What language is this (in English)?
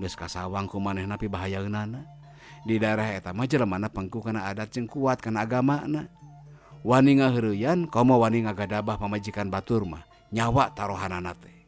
Sundanese